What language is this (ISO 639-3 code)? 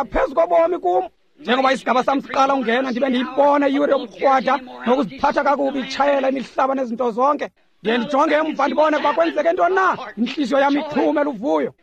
xho